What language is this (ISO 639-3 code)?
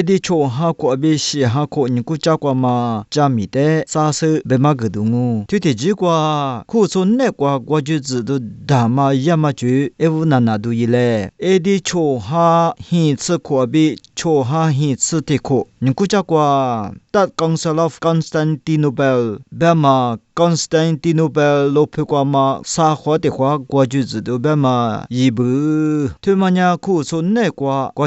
lis